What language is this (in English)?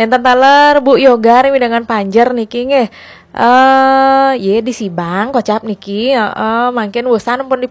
Balinese